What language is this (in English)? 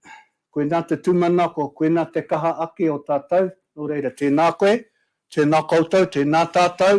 Māori